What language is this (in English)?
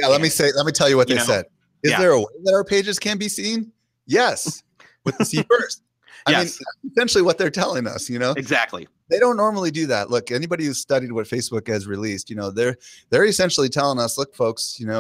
English